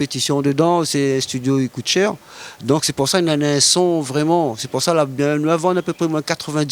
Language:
Réunion Creole French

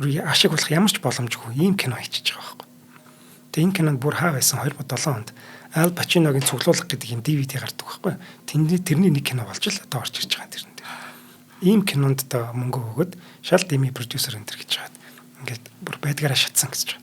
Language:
Mongolian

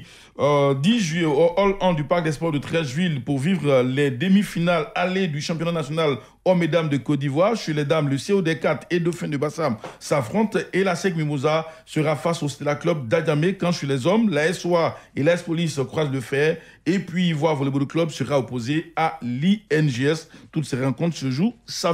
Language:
French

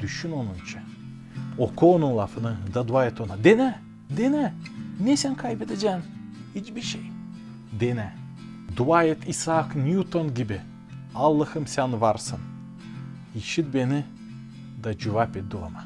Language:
Gagauz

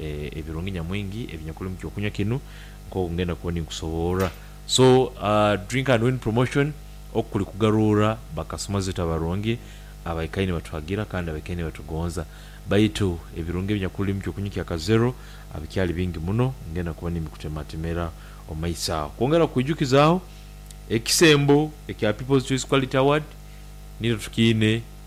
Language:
Nyankole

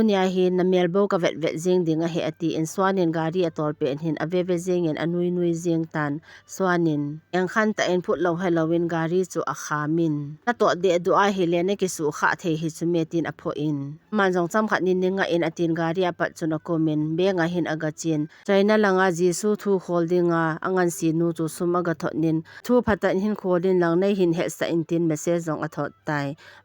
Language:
Thado Chin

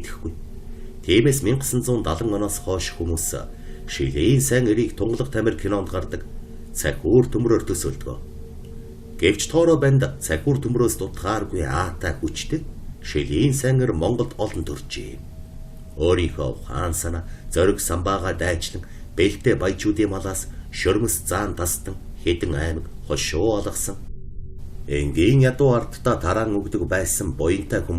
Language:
Mongolian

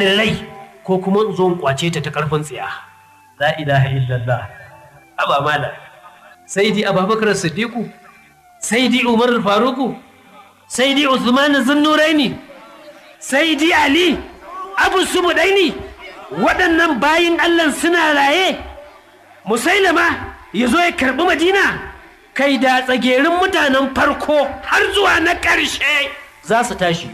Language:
Hausa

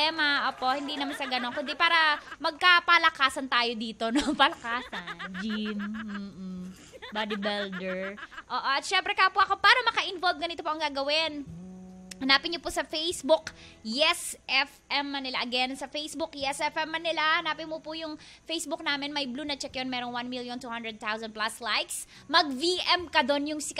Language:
Filipino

